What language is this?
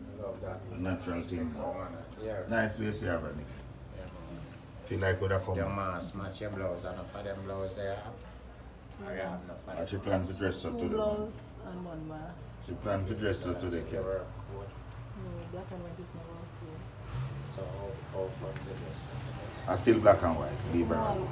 Jamaican Creole English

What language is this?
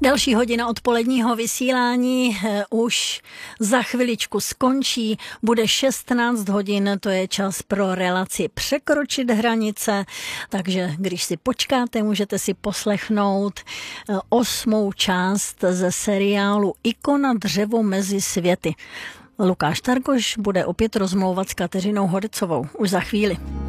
Czech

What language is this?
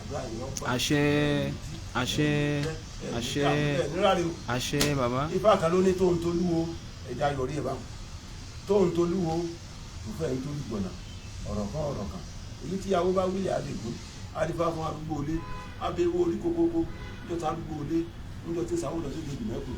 Yoruba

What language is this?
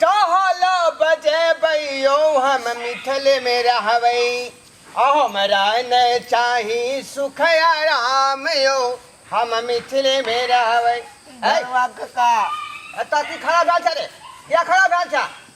Maithili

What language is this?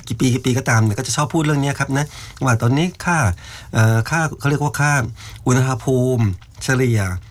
Thai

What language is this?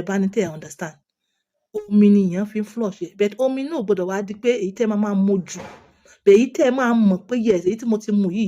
Yoruba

